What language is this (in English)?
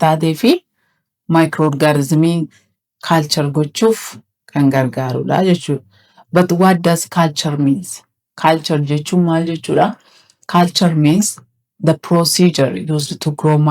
Oromo